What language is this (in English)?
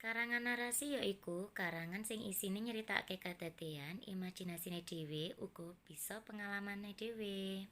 Javanese